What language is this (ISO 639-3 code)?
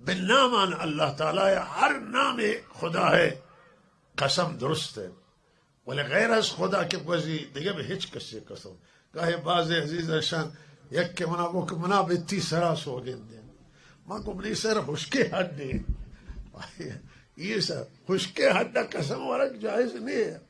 bal